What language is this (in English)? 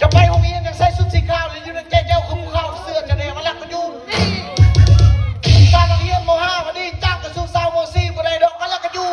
Lao